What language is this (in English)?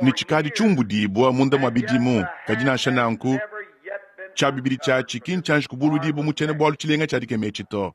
Luba-Lulua